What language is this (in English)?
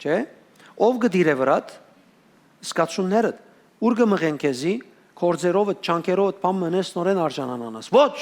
Western Armenian